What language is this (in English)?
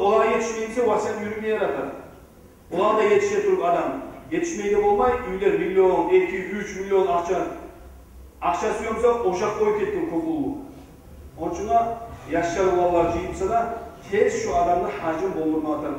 Kumyk